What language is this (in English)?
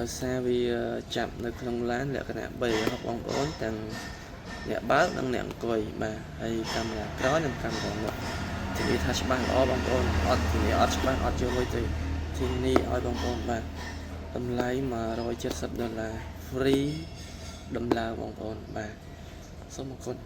Khmer